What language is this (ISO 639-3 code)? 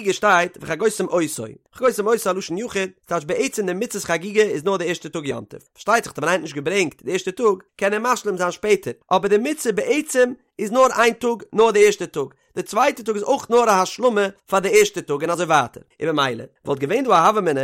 yid